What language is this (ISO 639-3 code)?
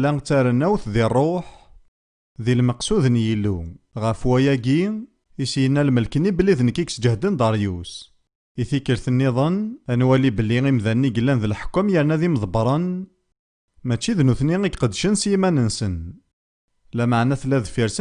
kab